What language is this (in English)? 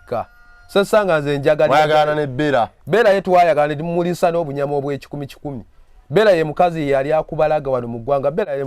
Ganda